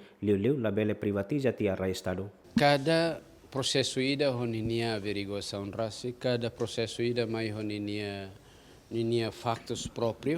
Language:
Tetum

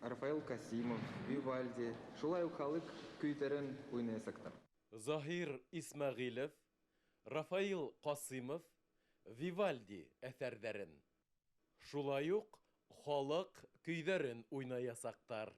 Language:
Bashkir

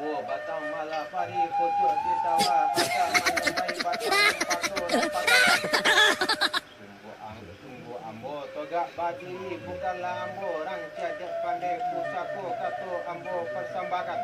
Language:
Minangkabau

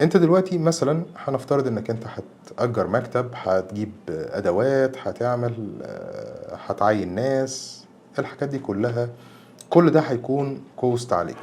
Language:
Egyptian Arabic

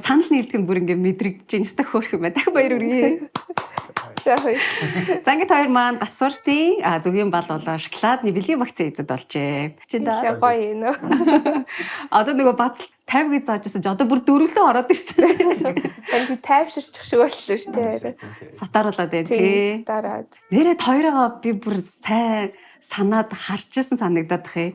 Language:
Mongolian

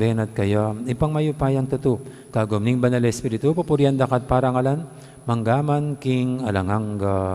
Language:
Pampanga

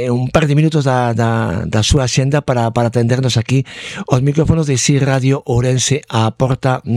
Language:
Galician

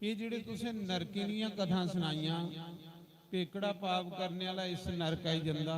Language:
Dogri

